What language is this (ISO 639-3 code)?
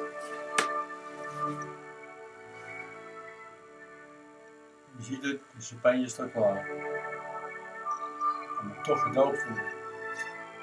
nld